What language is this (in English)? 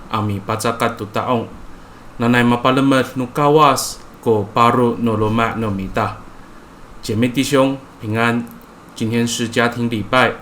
Amis